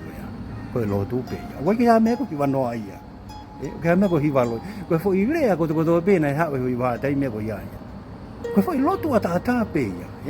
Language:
Tongan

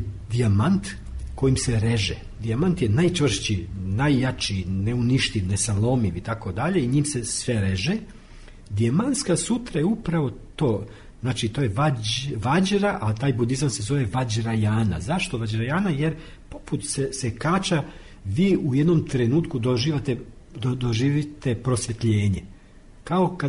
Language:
Serbian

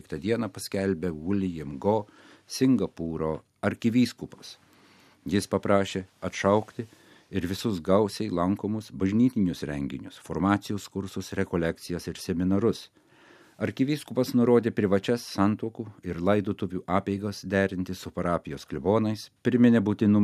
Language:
Lithuanian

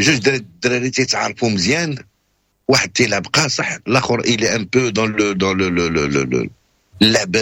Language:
Moroccan Arabic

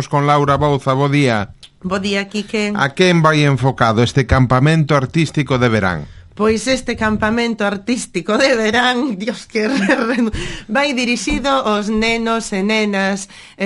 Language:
Galician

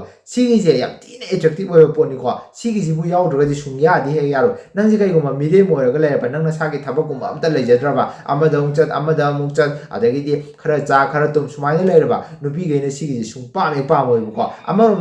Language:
Manipuri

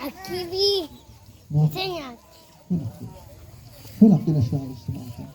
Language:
Kekchí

